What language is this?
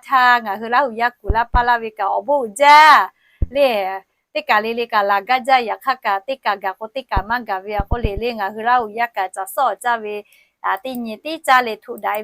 Lahu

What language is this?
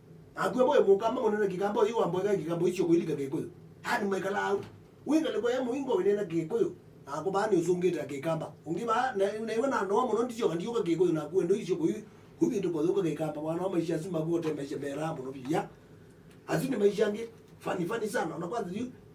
Kamba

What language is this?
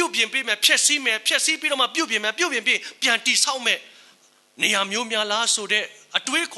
Burmese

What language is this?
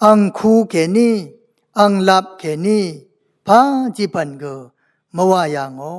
Rawang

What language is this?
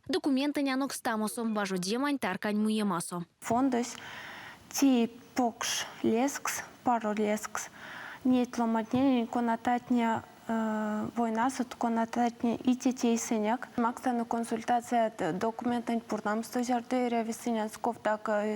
Erzya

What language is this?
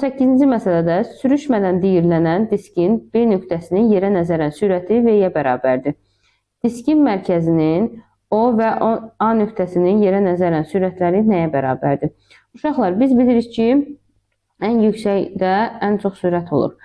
Azerbaijani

